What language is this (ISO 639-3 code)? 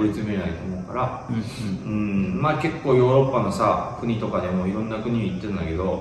jpn